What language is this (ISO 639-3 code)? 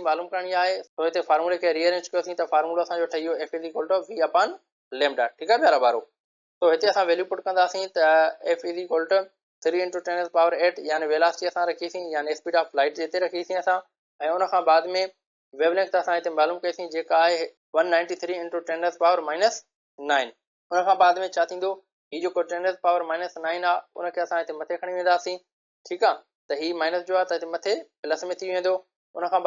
snd